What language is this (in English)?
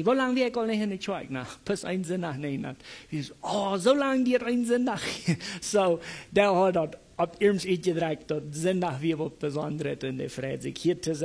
Plautdietsch